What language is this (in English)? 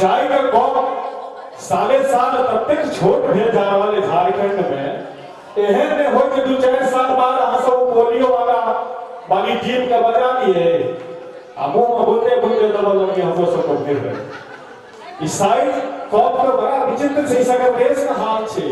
Maithili